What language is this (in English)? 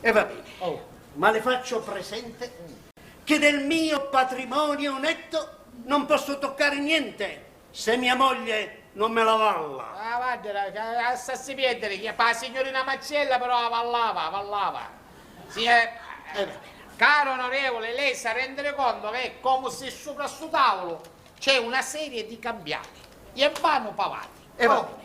Sicilian